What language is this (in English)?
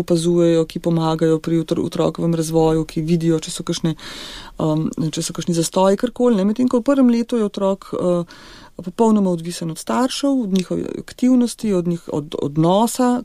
Slovenian